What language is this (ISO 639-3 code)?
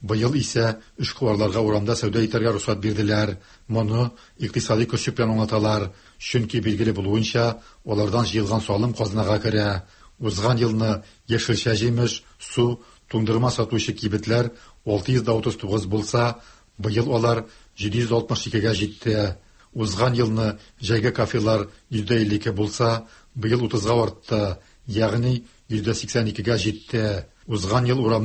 tat